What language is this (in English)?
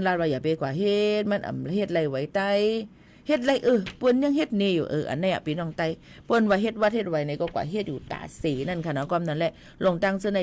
Shan